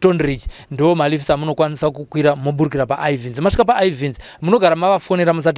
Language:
Shona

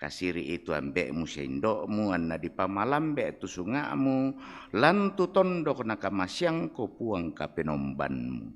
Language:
Toraja-Sa'dan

